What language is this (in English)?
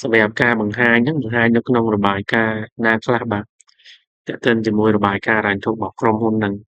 Khmer